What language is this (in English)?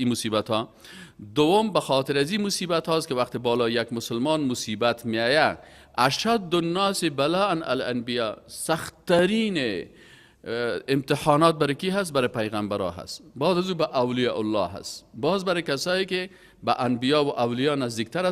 Persian